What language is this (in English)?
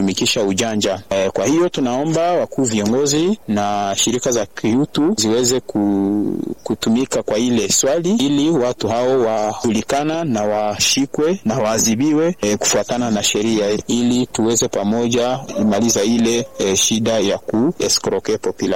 Swahili